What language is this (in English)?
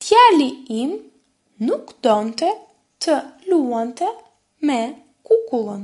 Albanian